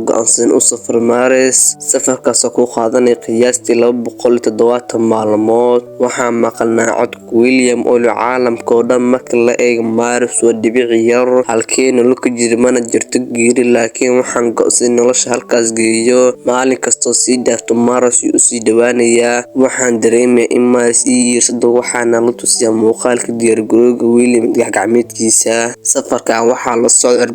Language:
Somali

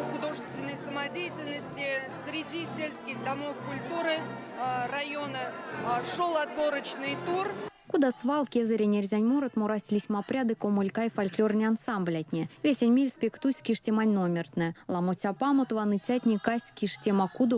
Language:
Erzya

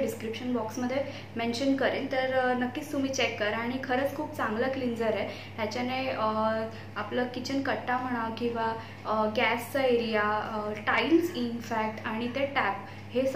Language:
Marathi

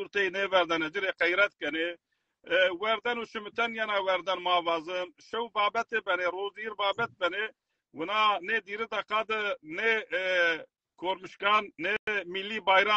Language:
Zaza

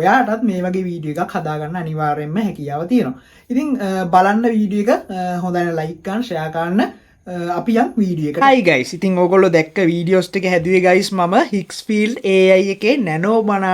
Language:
Sinhala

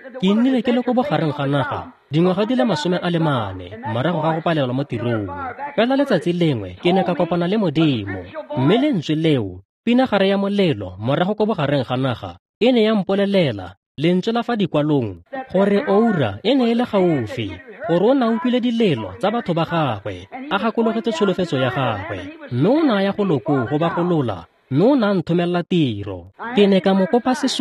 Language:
Tswana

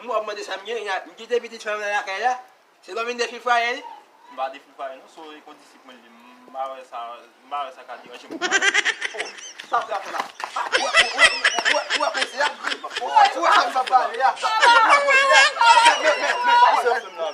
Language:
Haitian Creole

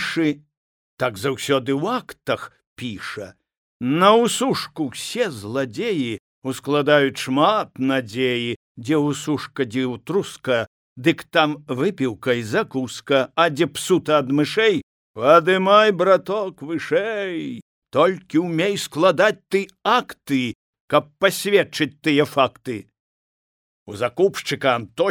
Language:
Belarusian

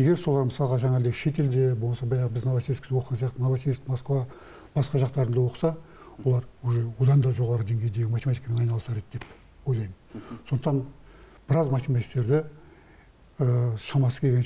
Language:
Kazakh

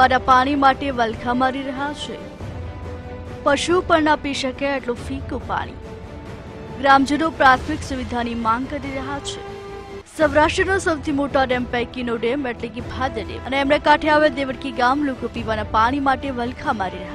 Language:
Gujarati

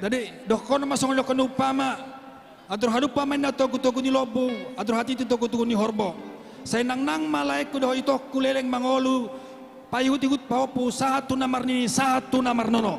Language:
Batak Toba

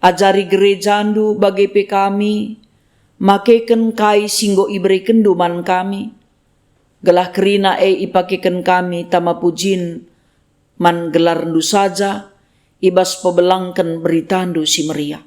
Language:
Batak Karo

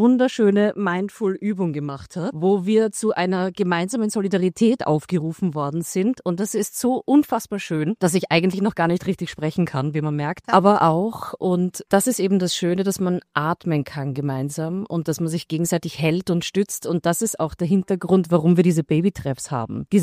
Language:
German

